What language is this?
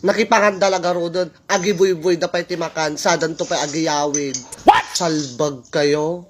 Iloko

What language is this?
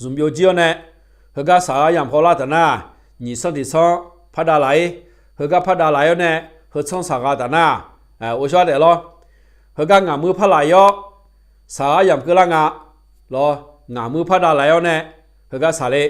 Akha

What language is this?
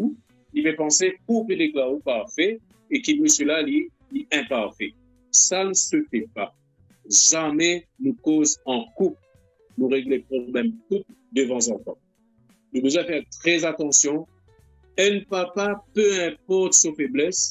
Morisyen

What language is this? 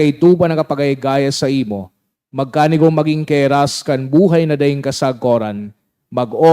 Bikol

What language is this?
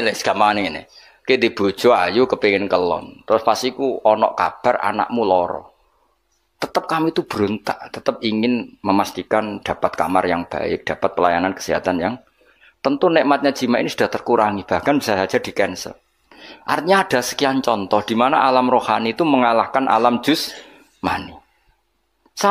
Javanese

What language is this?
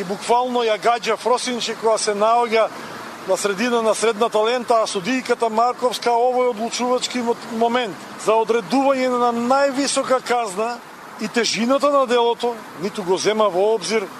Macedonian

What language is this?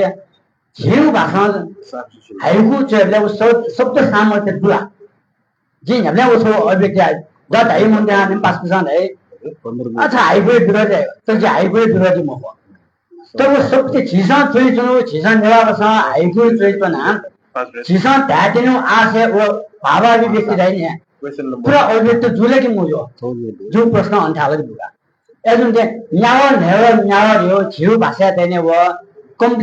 Newari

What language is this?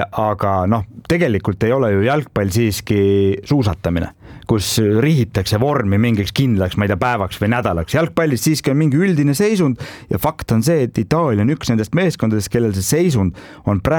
Estonian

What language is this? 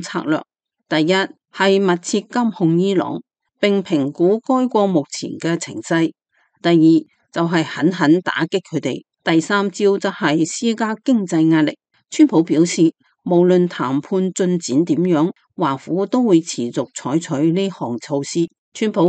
Cantonese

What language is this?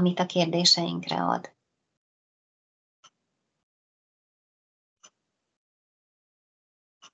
Hungarian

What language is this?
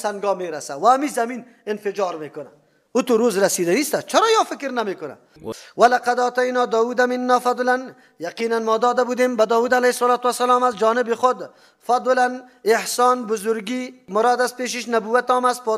Persian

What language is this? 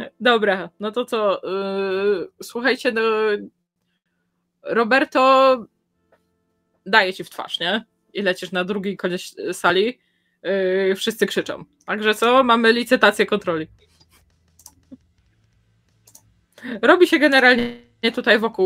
Polish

